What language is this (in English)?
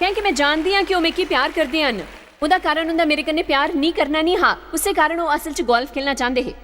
Dogri